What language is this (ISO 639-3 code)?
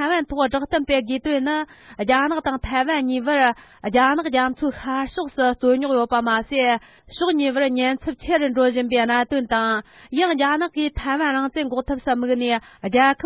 bod